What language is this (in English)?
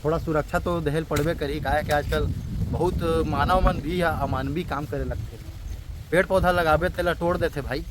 Chhattisgarhi